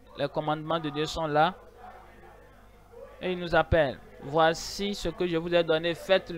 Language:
French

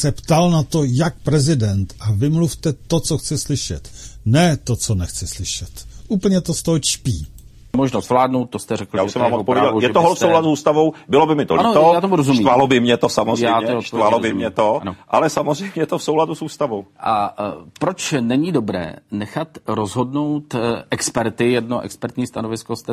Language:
Czech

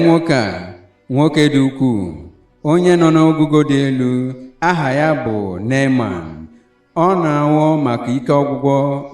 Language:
Igbo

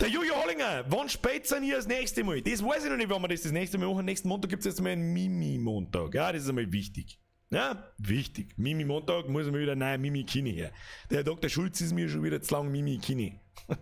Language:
Bavarian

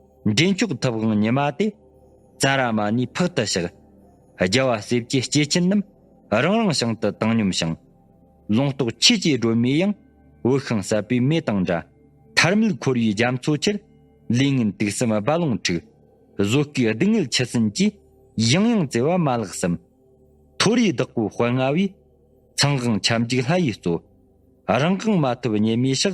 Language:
Tibetan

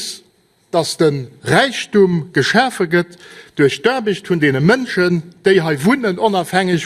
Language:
Luxembourgish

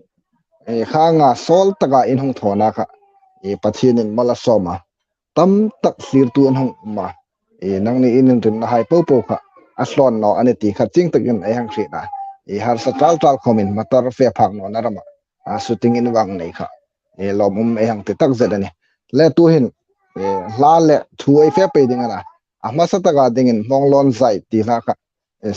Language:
Hmar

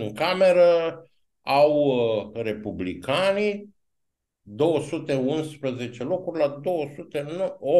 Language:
Romanian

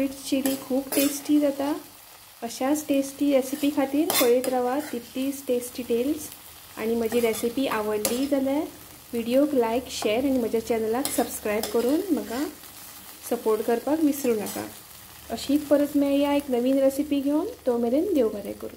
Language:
Konkani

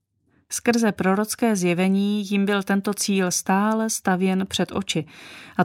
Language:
Czech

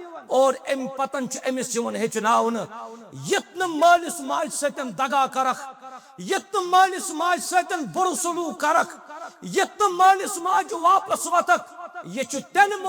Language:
Kashmiri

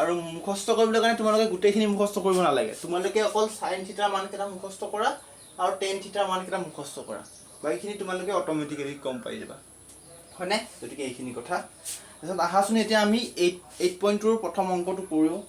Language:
Assamese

